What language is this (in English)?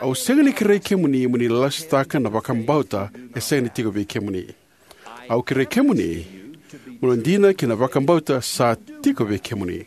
Fijian